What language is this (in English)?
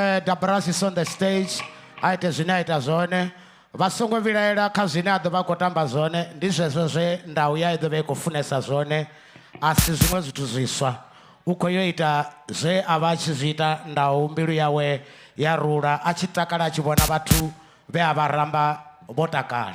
Venda